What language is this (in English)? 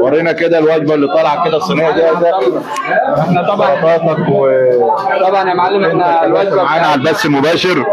Egyptian Arabic